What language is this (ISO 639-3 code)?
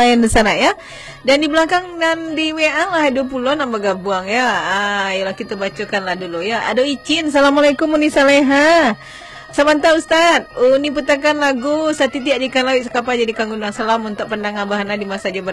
min